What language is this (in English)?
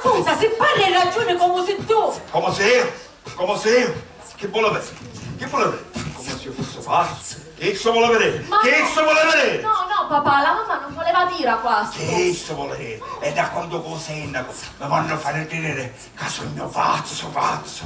Sicilian